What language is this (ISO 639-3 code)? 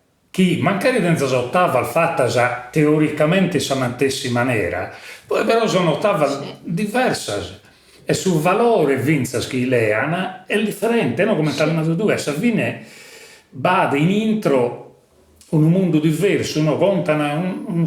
srd